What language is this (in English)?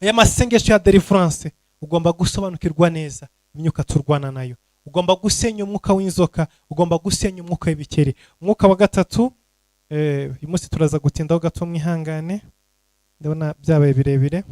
Kinyarwanda